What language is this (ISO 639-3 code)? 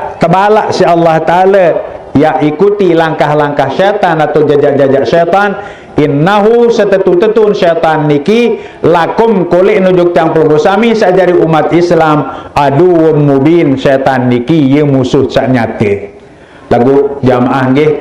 sas